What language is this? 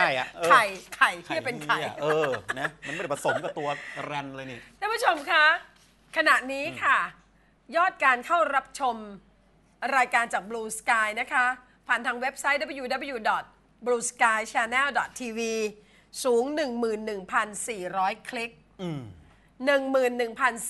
Thai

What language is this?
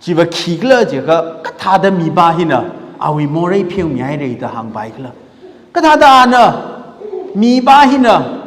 Tangkhul Naga (India)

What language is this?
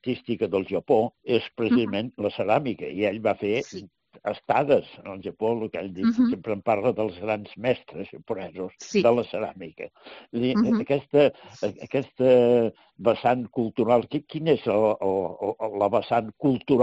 Catalan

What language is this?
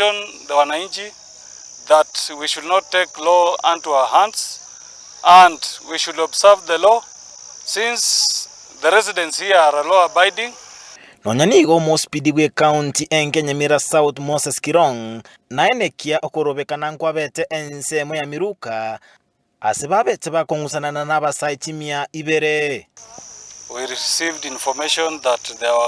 Gusii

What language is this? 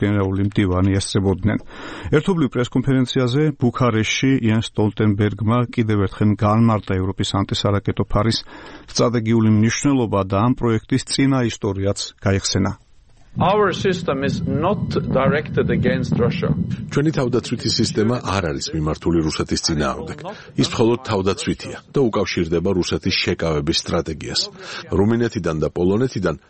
Georgian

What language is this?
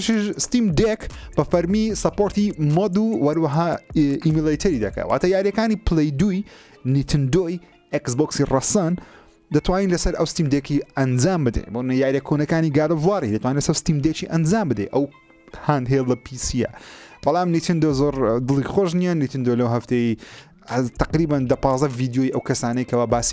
Central Kurdish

